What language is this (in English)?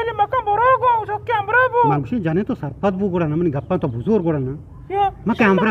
Eastern Balochi